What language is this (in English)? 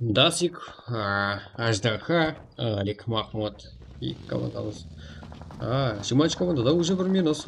Kara-Kalpak